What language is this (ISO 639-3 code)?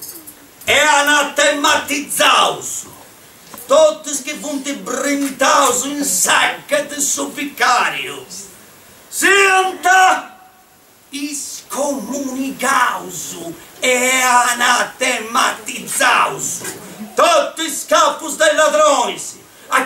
srd